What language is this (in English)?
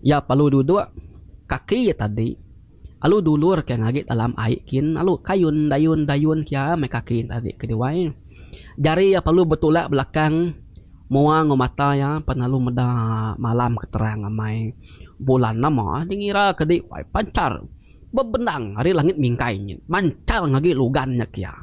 Iban